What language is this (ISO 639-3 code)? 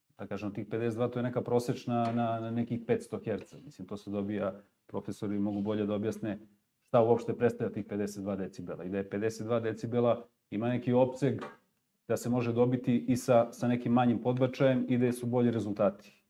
srp